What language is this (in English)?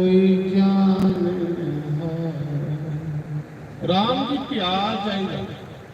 Dogri